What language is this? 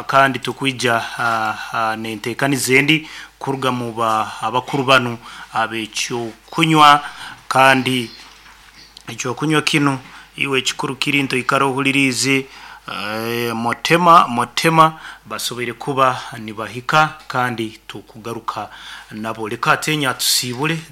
Nyoro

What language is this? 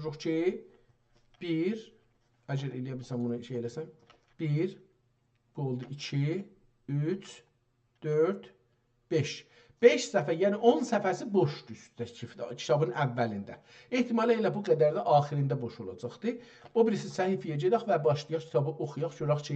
South Azerbaijani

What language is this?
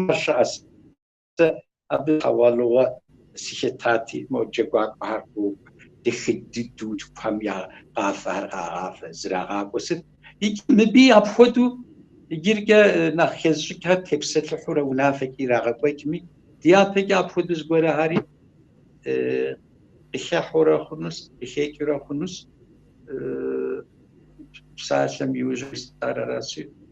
Kabardian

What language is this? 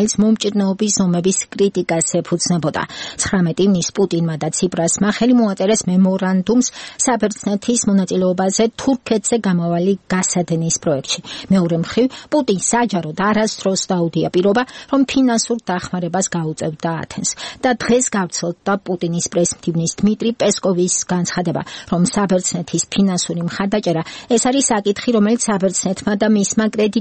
Georgian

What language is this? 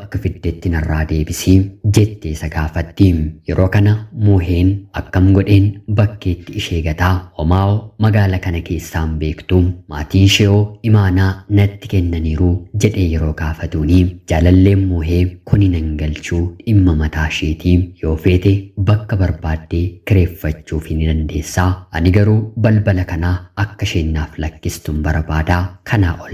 Oromo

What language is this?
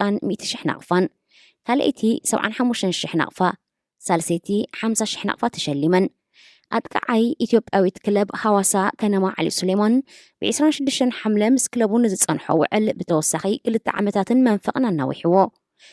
Tigrinya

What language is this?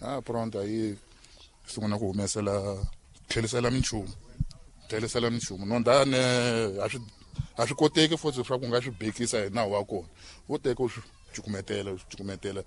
Tsonga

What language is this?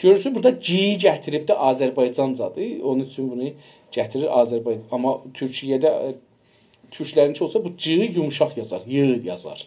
South Azerbaijani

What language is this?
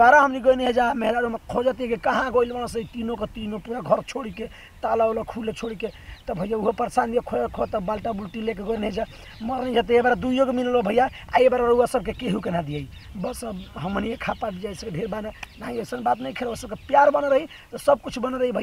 Bhojpuri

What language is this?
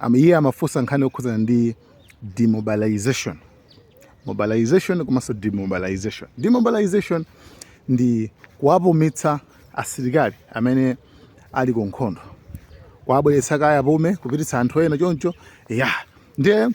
Nyanja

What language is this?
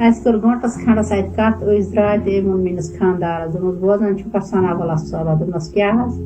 Kashmiri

